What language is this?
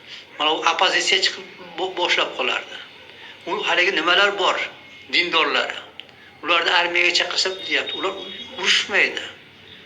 Uzbek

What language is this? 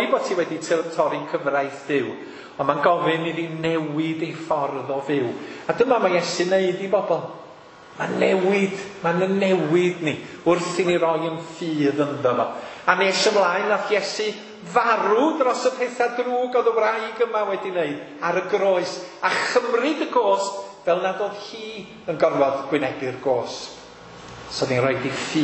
Welsh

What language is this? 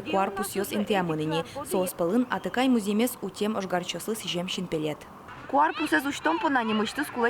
Udmurt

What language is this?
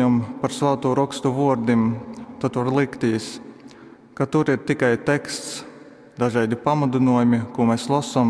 Latgalian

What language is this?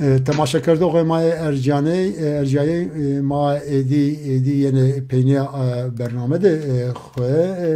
Zaza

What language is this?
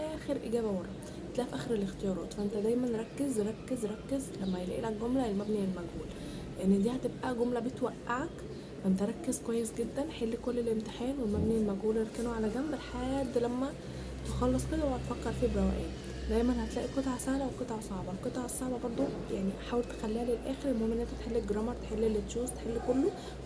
Egyptian Arabic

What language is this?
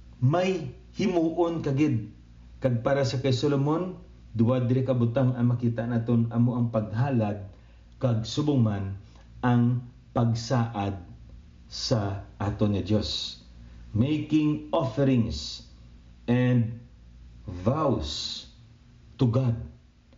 Hiligaynon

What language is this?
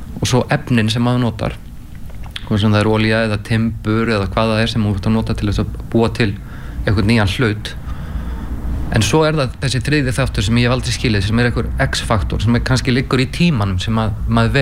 Icelandic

